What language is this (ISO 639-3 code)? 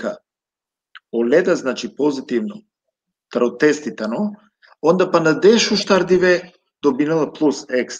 rmn